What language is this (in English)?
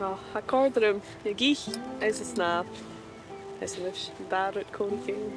Scottish Gaelic